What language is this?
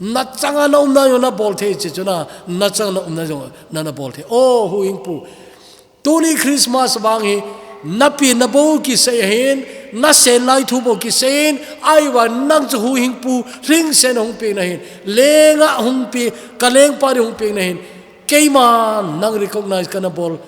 Thado Chin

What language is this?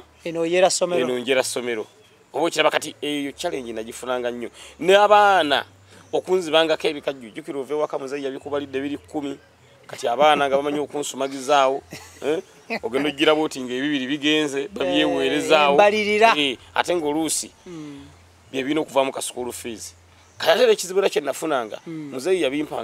Ganda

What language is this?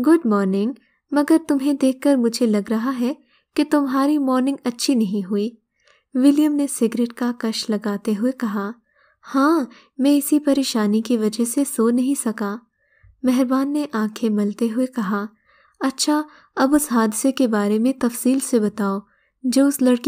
Urdu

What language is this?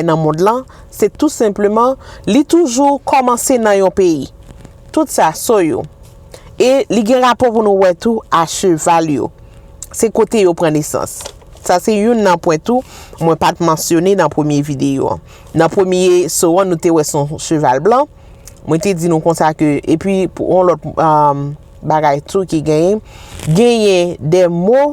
Haitian Creole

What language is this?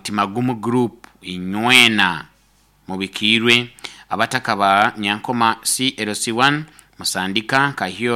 Nyoro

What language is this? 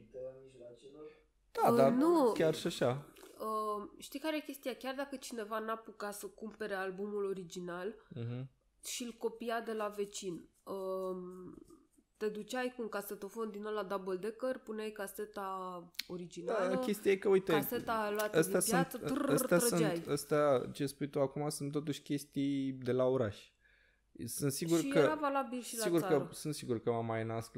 Romanian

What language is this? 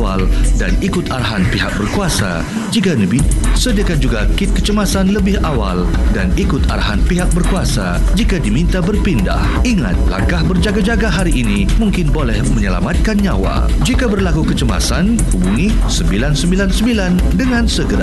Malay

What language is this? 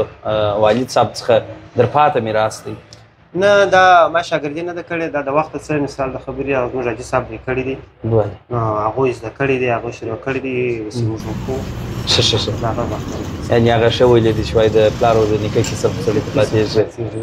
Pashto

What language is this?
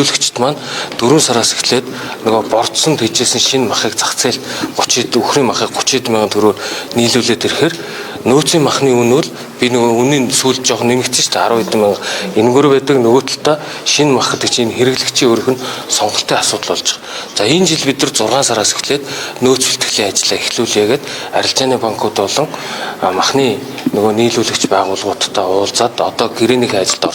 Mongolian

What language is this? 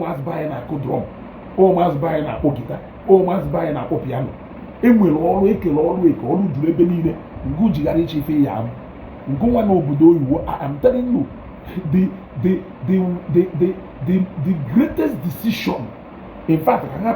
Igbo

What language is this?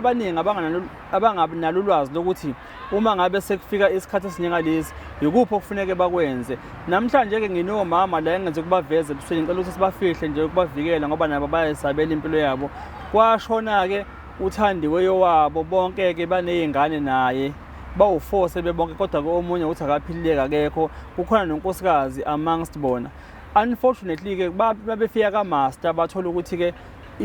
Zulu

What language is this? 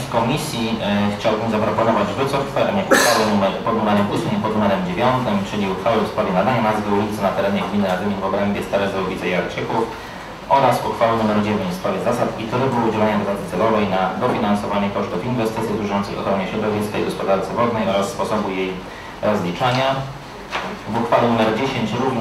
Polish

